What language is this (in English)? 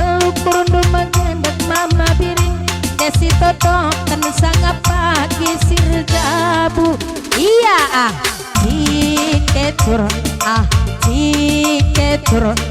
Batak Karo